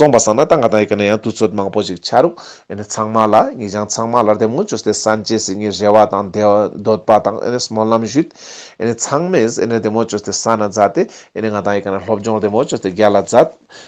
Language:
Ladakhi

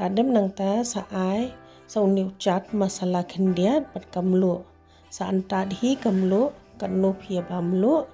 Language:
Khasi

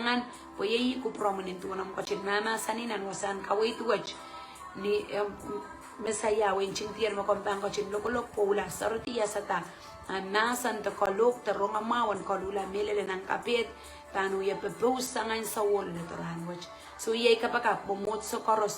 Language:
Pohnpeian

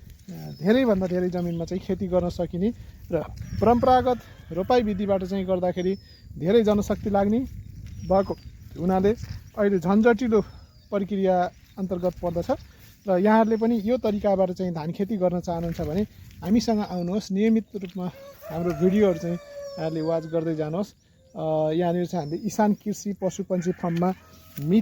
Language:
Nepali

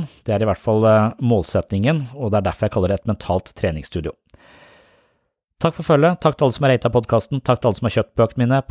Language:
Norwegian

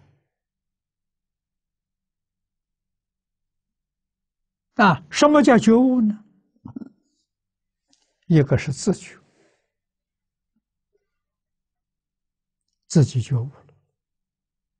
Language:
Chinese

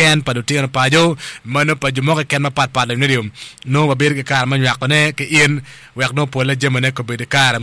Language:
Acoli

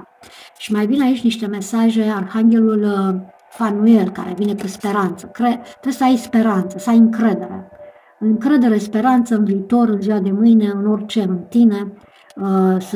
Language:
Romanian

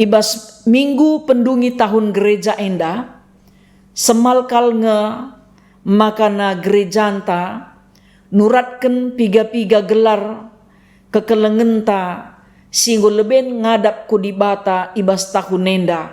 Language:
Batak Karo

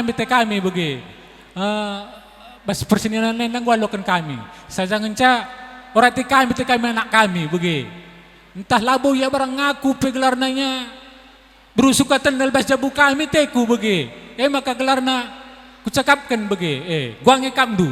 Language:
Batak Karo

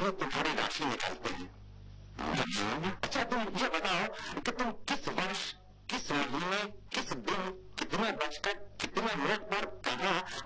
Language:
Hindi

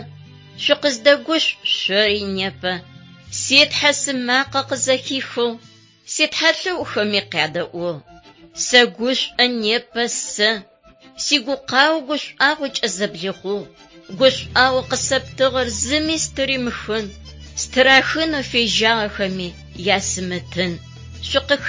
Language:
Adyghe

